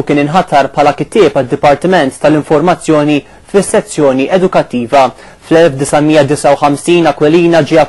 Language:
Maltese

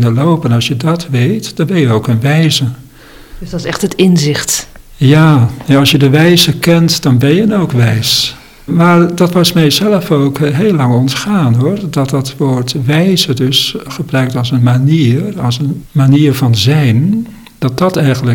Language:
Dutch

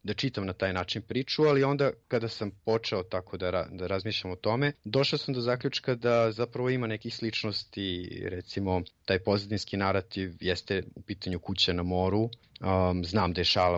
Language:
Serbian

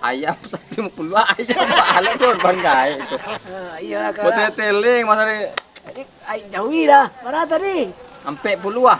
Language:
Minangkabau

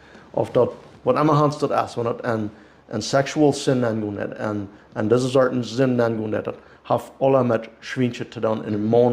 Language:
Plautdietsch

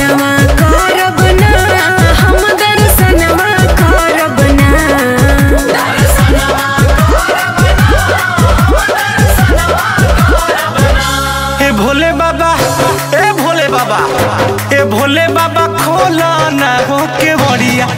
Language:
Bhojpuri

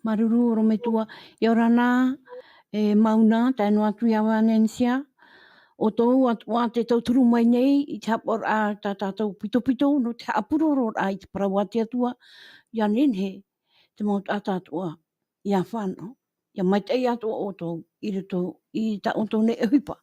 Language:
Tahitian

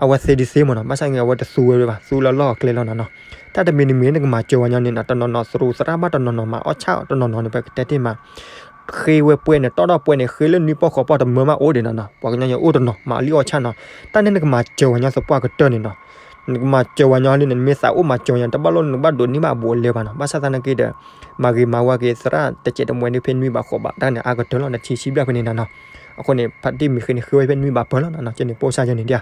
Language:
S'gaw Karen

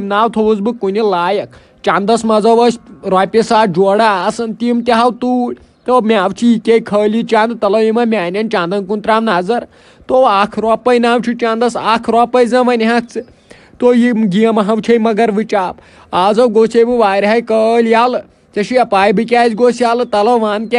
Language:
Kashmiri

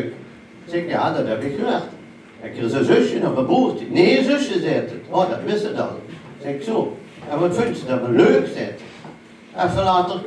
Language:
Limburgish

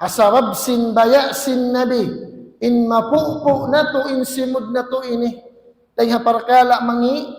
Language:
Tausug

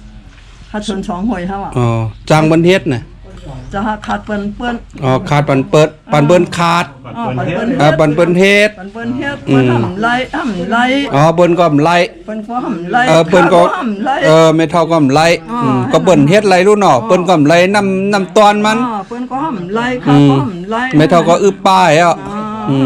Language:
Shan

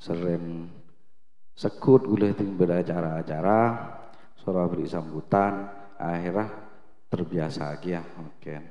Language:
Madurese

